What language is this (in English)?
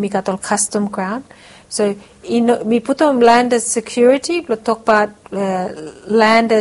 Bislama